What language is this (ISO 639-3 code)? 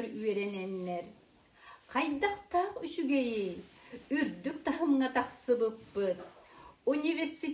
sah